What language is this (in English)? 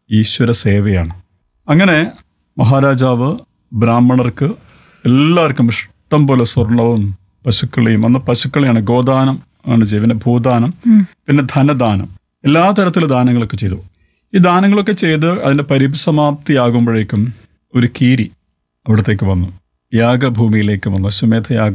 Malayalam